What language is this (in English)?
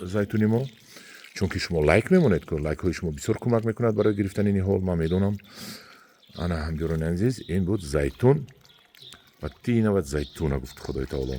Tajik